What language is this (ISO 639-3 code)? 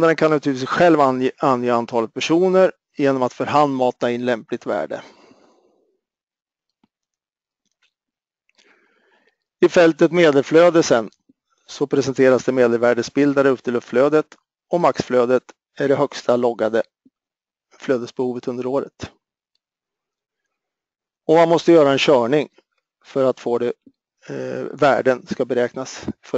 swe